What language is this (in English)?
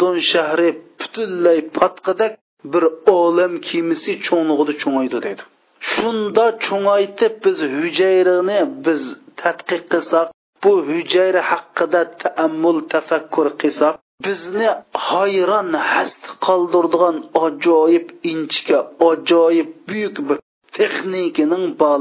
Uyghur